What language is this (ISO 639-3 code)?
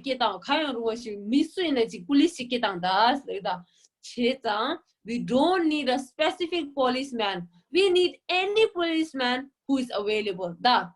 bod